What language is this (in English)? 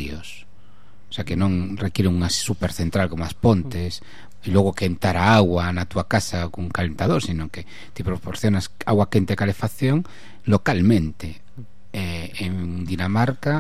Galician